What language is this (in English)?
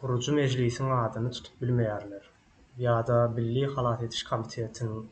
Turkmen